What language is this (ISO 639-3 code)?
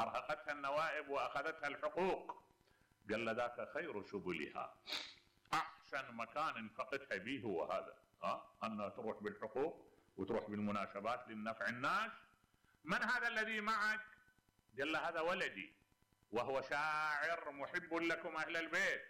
acm